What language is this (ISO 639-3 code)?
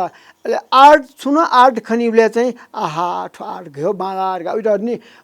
new